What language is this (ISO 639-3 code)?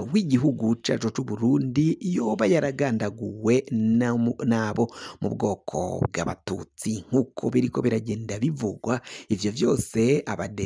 run